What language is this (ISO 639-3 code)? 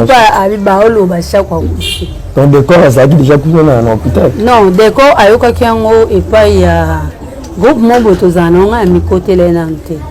lin